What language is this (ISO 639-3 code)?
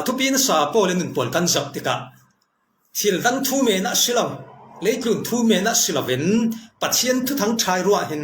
cfm